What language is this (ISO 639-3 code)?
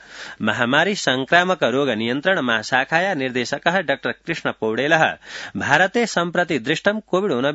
san